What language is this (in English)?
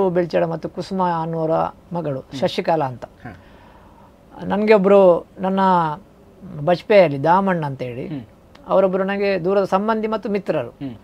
Kannada